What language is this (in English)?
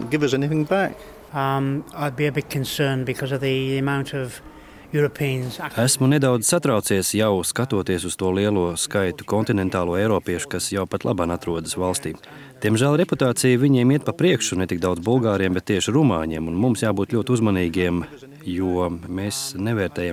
Latvian